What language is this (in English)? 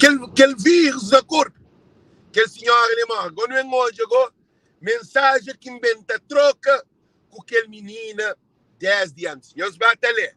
Kabuverdianu